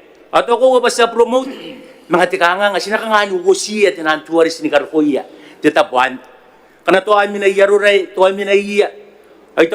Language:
Gilbertese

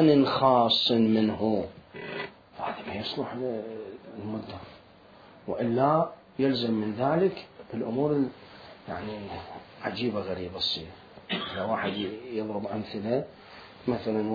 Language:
Mesopotamian Arabic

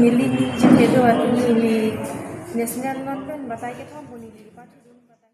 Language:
Karbi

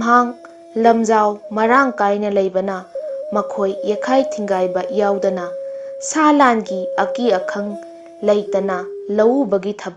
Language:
Manipuri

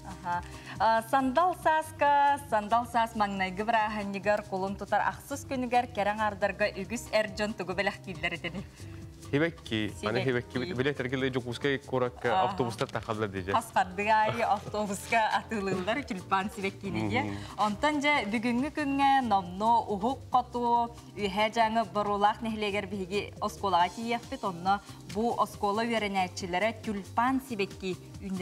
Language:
Yakut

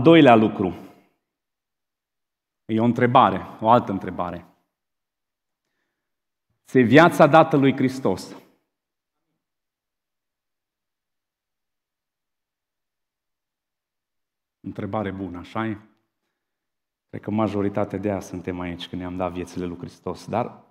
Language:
Romanian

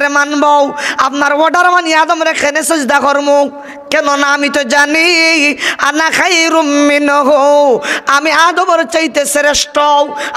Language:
Sylheti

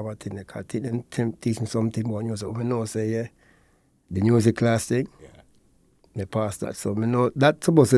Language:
Jamaican Creole English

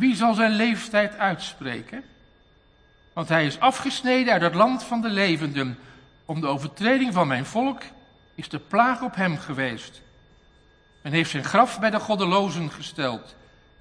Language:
Dutch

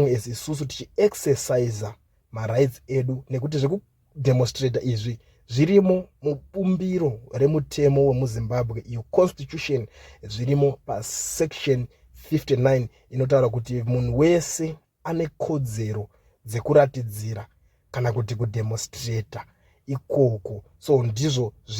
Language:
Shona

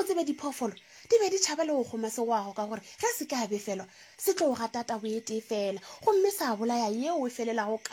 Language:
Northern Sotho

